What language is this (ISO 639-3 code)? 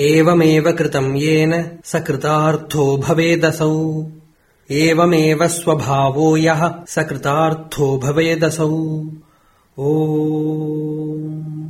san